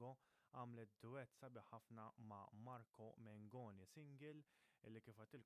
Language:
Maltese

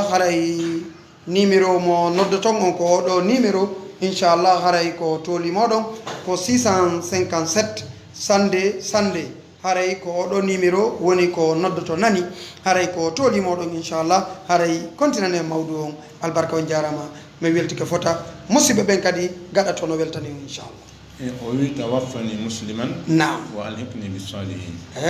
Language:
Fula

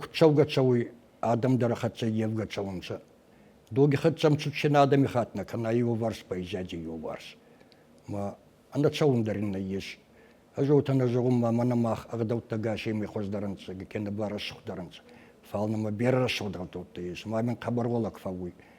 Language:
Ossetic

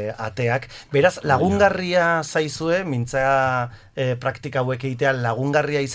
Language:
Basque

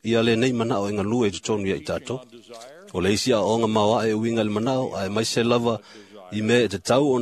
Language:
Samoan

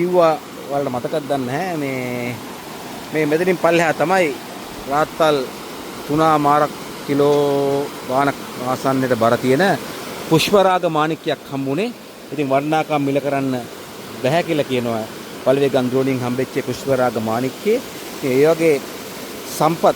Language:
Sinhala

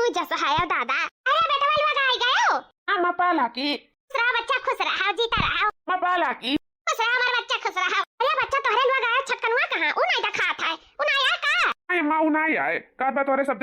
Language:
Awadhi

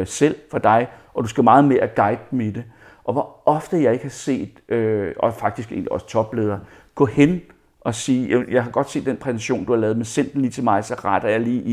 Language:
Danish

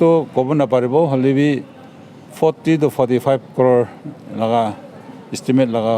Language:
Naga Pidgin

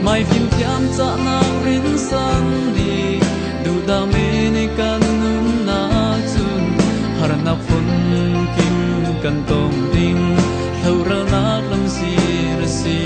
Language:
Falam Chin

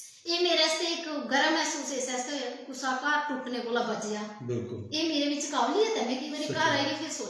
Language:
Dogri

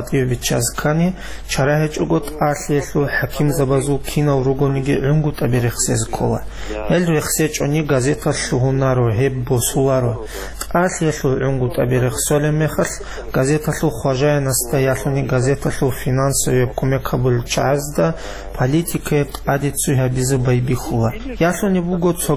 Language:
Avaric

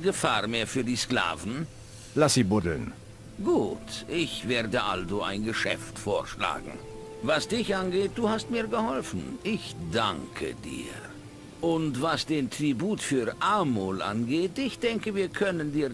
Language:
Bavarian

